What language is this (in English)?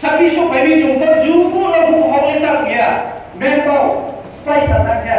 Riang (India)